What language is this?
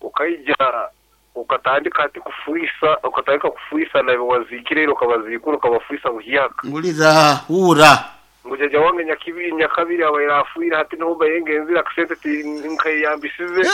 Nyankole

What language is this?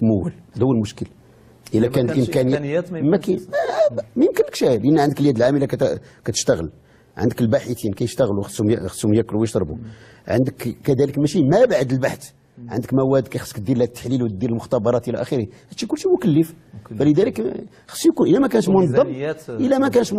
Moroccan Arabic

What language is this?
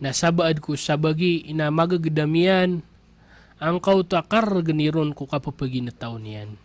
Maranao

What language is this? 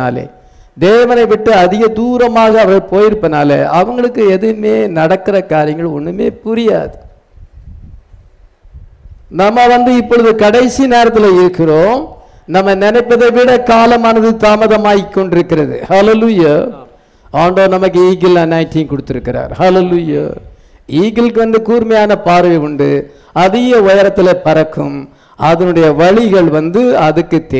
Tamil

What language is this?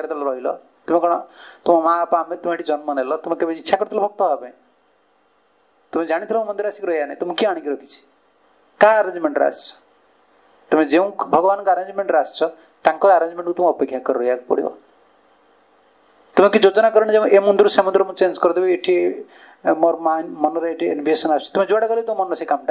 Odia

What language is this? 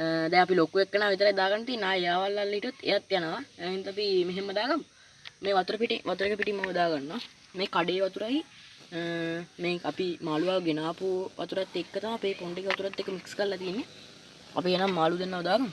Sinhala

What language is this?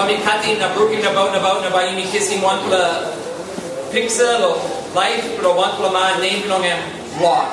Tok Pisin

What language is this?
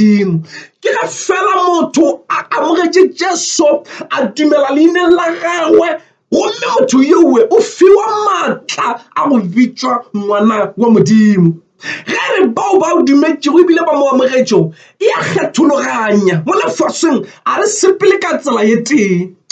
Northern Sotho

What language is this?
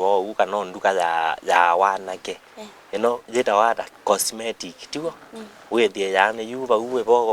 Kamba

